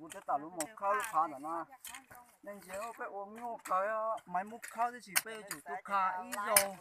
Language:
Hmong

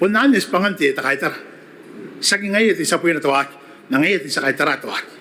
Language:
Gilbertese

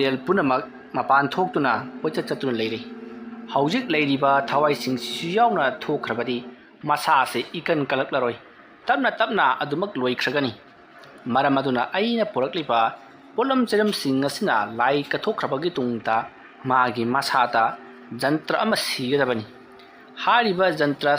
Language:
Manipuri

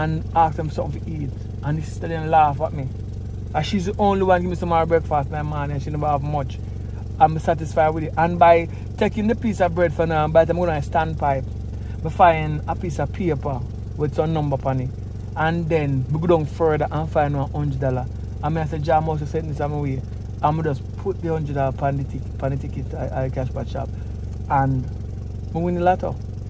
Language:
Jamaican Creole English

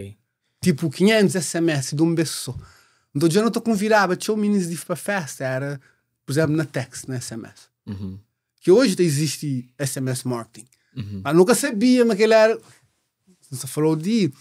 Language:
Kabuverdianu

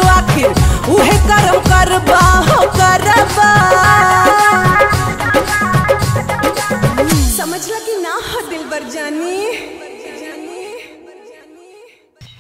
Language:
Bhojpuri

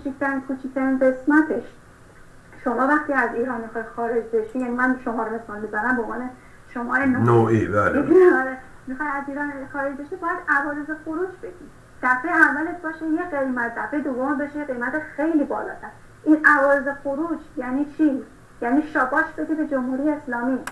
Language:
Persian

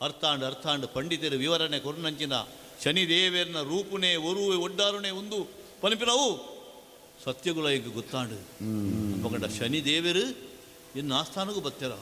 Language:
Tulu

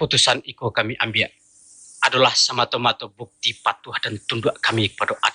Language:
Minangkabau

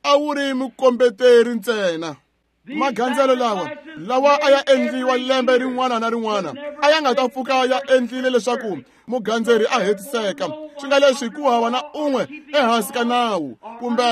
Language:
Tsonga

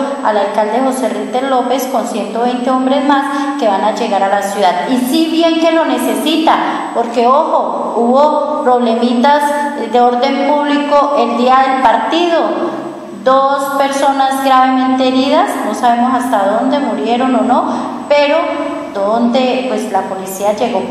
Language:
Spanish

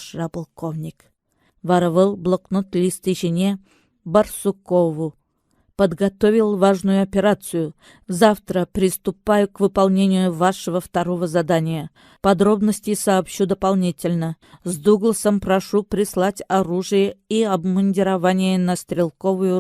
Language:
Chuvash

